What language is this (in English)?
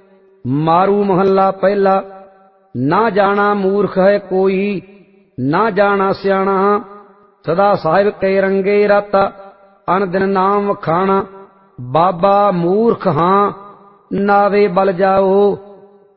Punjabi